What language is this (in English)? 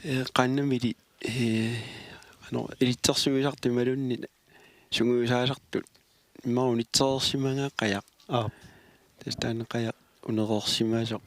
Kalaallisut